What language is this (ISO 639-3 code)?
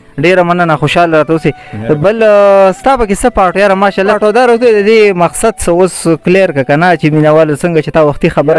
pus